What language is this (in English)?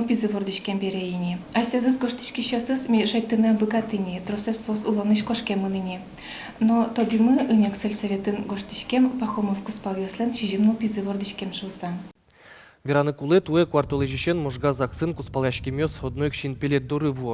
Udmurt